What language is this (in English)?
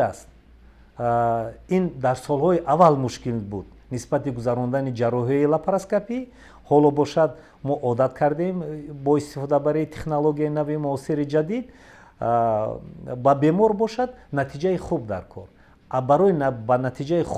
Tajik